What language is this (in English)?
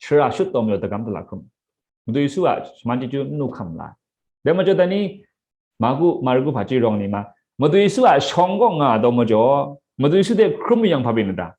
Kachin